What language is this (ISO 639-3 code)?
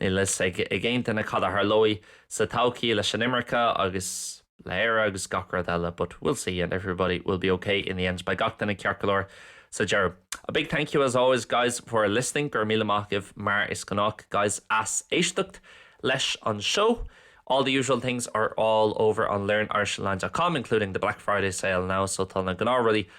gle